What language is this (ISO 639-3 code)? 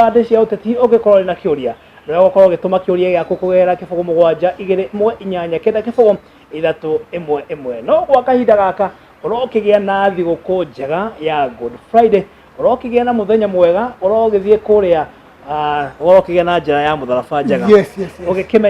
kik